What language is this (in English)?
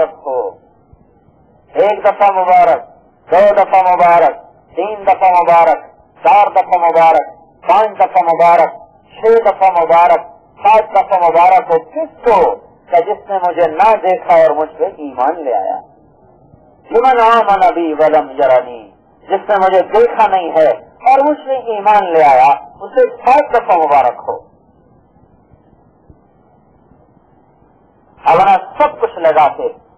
Urdu